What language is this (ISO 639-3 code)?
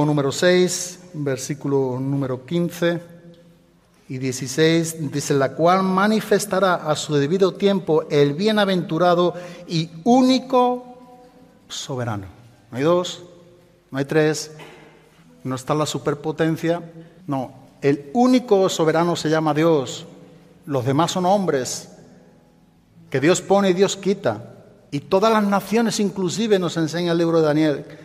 spa